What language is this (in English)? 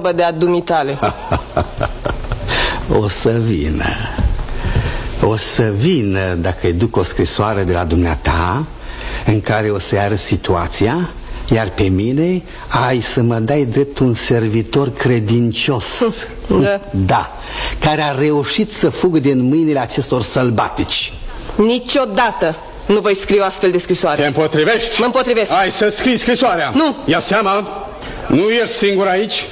Romanian